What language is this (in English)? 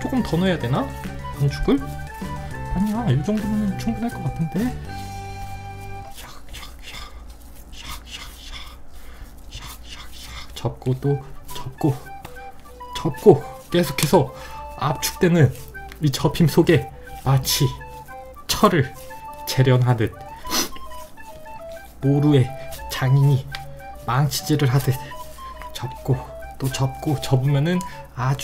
Korean